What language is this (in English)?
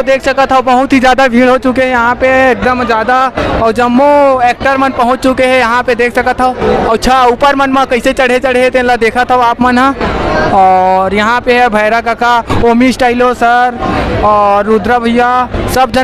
Chhattisgarhi